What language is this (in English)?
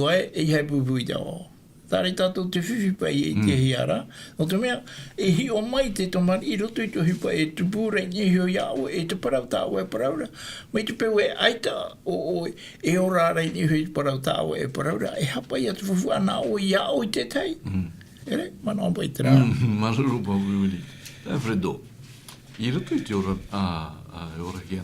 Tahitian